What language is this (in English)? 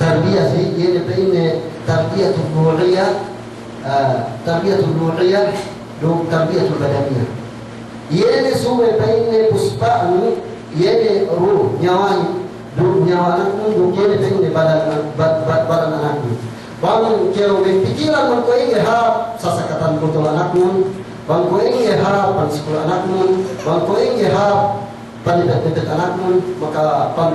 Yakan